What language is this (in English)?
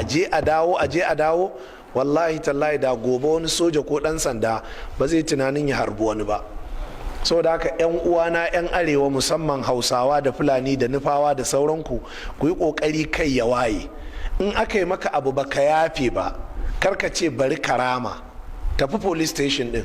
Hausa